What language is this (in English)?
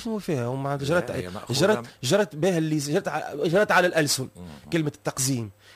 Tunisian Arabic